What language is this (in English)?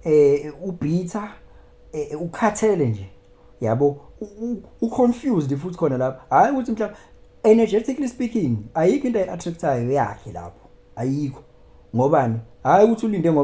Zulu